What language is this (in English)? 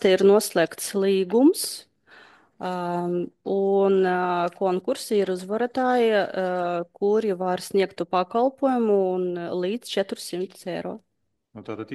Latvian